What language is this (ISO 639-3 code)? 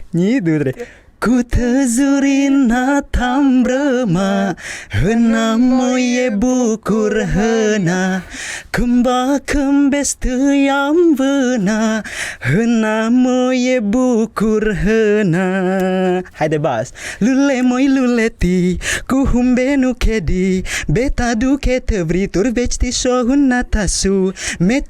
sqi